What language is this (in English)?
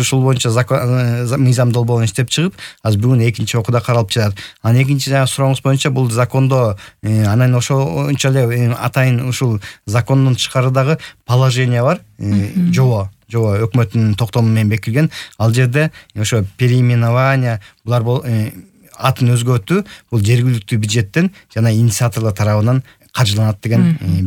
Kyrgyz